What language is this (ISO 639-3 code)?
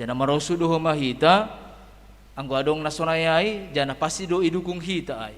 bts